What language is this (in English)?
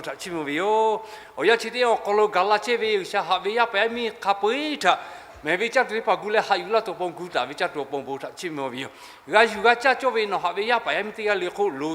Lahu